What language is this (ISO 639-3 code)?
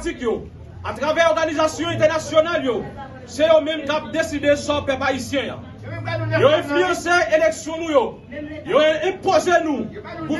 hat